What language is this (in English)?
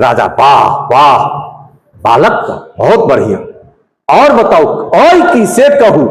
Maithili